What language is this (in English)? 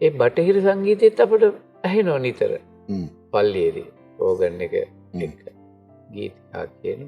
Sinhala